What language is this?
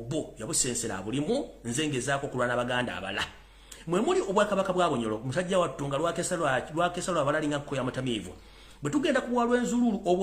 Ganda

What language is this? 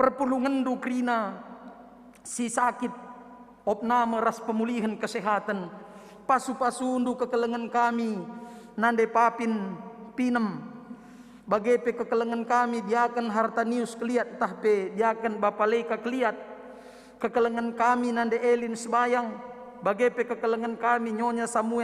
Batak Karo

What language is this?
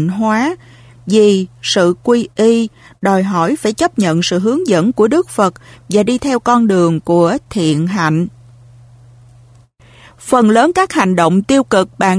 Vietnamese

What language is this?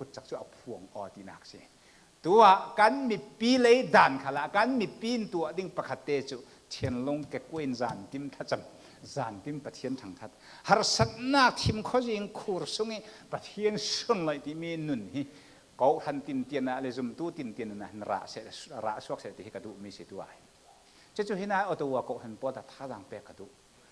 Falam Chin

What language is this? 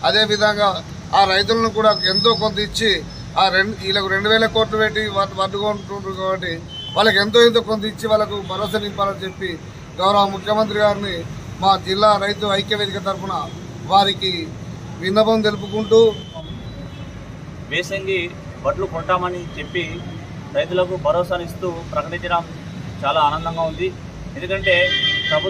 Telugu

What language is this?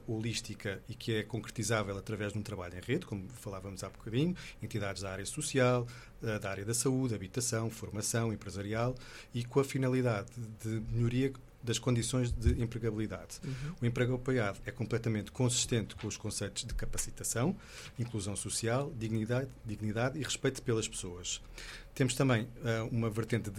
Portuguese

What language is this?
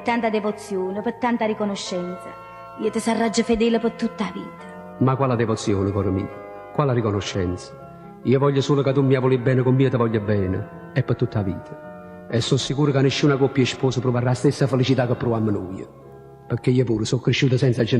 Neapolitan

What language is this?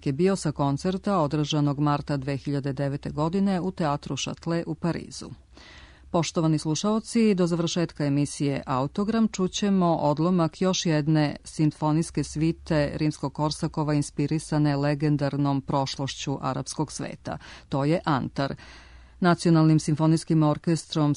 Serbian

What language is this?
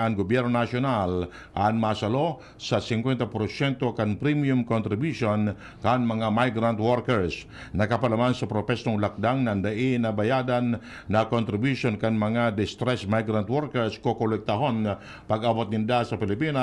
Bikol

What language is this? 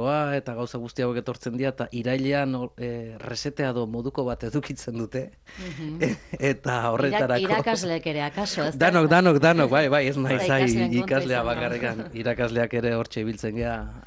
Basque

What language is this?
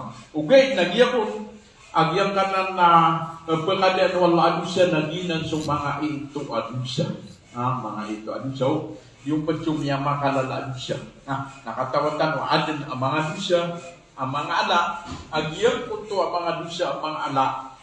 Maranao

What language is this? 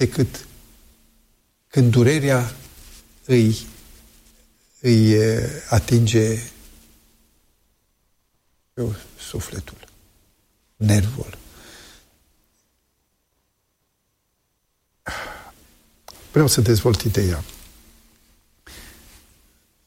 Romanian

